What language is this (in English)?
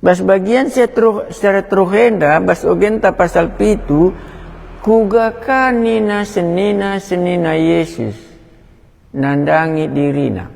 Batak Karo